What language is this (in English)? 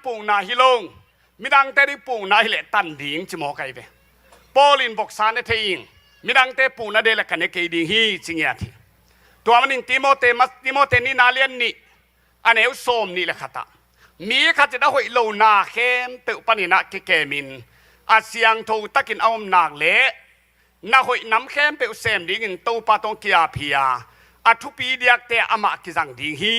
Tedim Chin